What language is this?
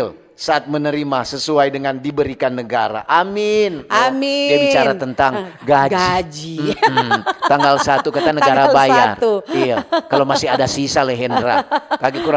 Manado Malay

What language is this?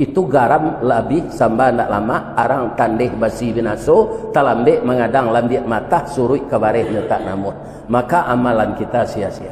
Minangkabau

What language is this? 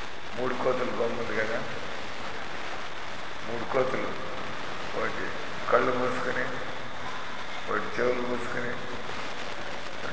Telugu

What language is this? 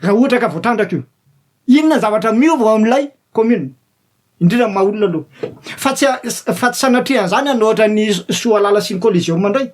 Malagasy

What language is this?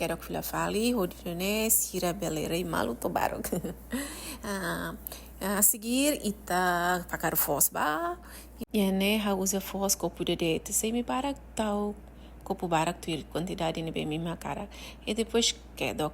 Tetum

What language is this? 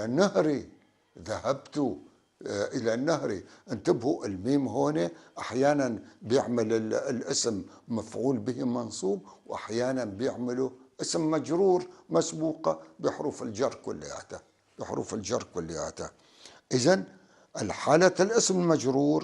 North Levantine Arabic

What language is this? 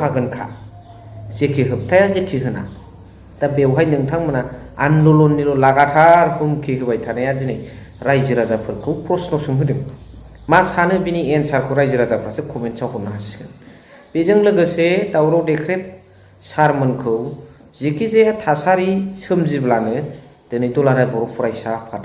Bodo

